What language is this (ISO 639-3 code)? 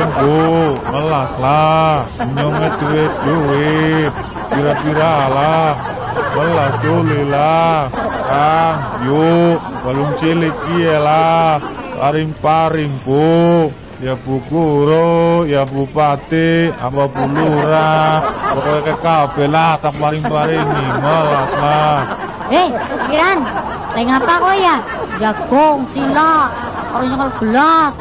jav